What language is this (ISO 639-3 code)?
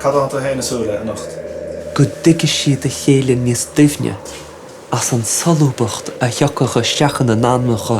gle